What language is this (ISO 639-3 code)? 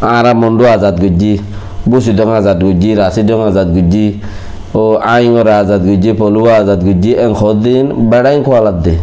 rhg